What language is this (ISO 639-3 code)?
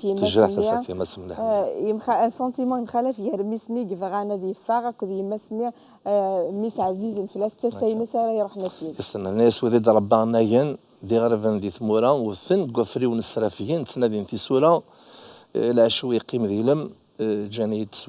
kab